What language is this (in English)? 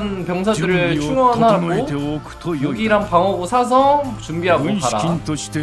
Korean